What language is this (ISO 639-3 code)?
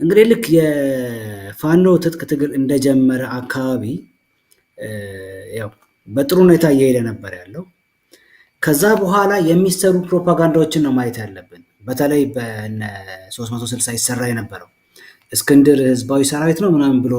amh